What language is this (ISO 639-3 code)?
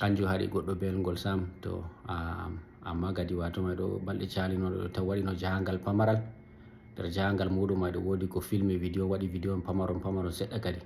ful